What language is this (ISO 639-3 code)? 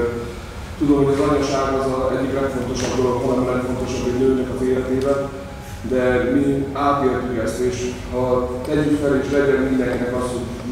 hun